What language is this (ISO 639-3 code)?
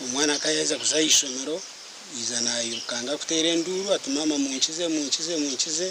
nyn